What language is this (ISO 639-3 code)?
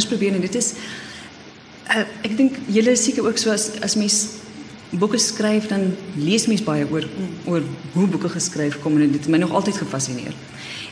afr